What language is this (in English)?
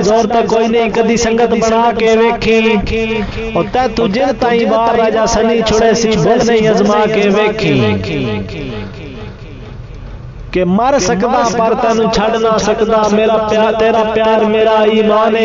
Punjabi